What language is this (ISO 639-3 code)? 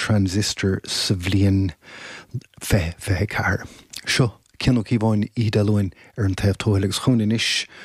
gle